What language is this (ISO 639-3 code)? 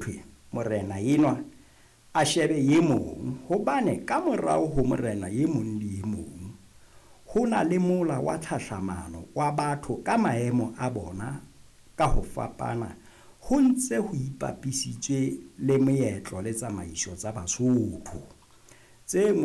sot